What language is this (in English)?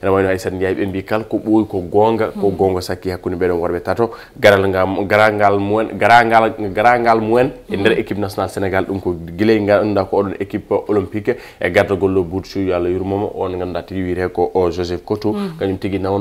Fula